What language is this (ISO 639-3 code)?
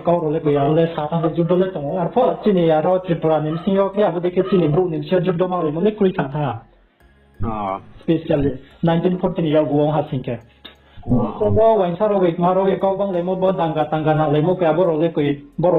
ria